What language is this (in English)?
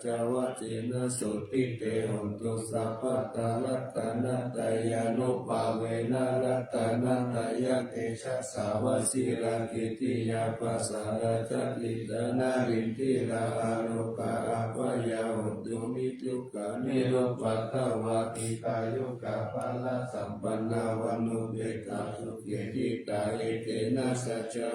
Pali